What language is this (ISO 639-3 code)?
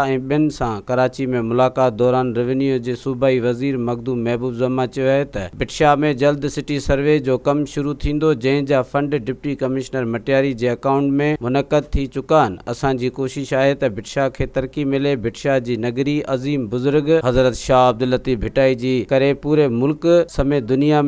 snd